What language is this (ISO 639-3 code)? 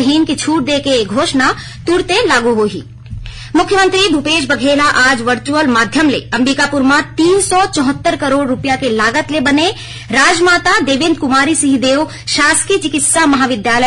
hne